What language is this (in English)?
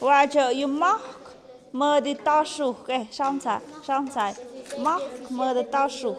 Tlahuitoltepec Mixe